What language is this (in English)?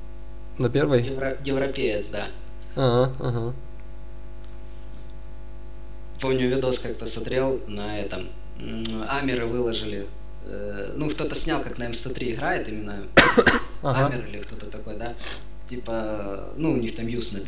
Russian